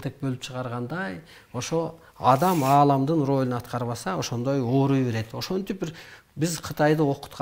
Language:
Kyrgyz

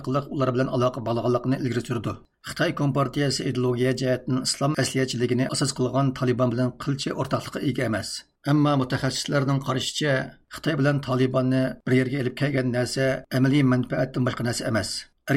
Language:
Uyghur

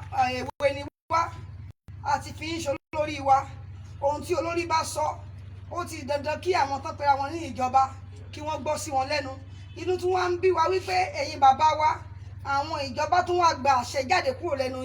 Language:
Yoruba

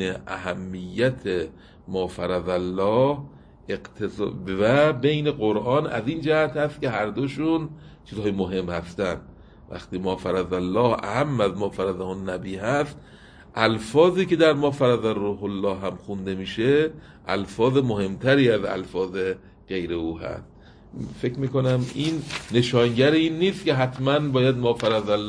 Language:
Persian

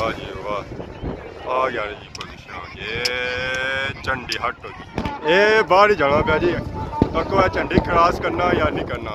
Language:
Pahari-Potwari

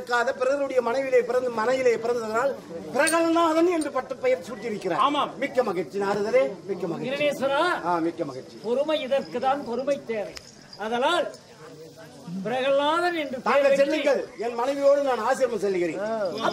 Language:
Tamil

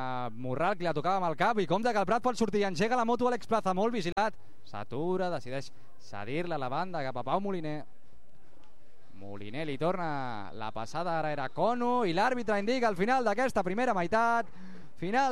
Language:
Catalan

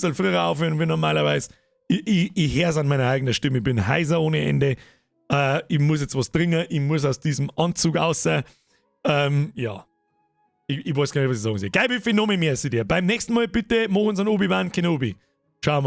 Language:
Bavarian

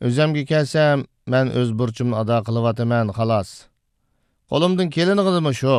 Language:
Uyghur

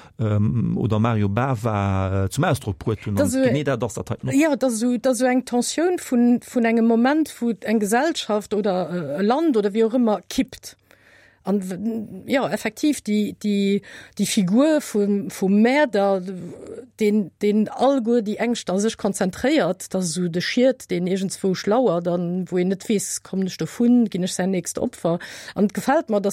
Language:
Luxembourgish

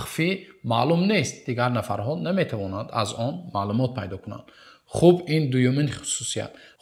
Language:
Tajik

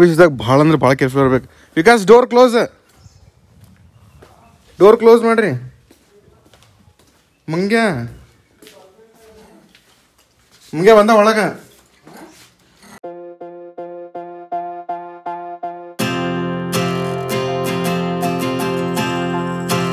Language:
Kannada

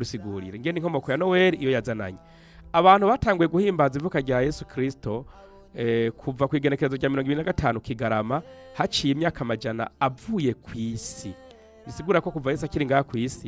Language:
Rundi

